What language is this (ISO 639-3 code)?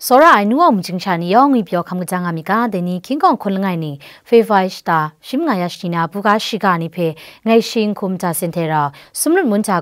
kac